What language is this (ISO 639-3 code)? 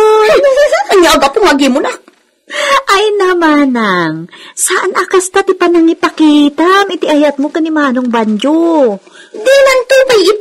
ilo